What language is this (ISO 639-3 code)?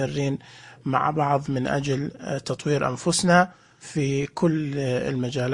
ars